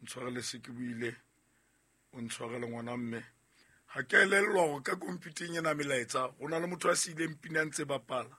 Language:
Southern Sotho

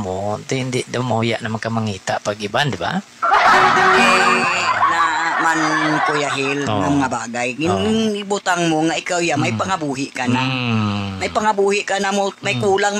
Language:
Hiligaynon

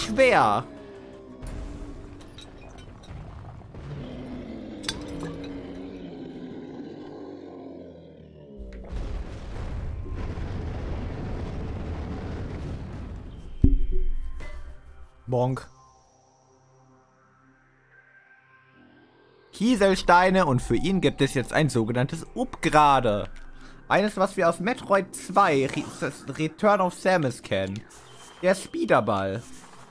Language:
German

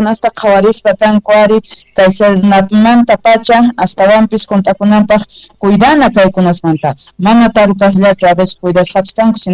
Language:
Quechua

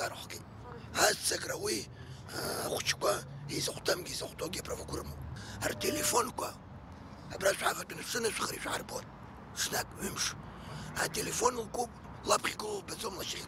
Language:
Abkhazian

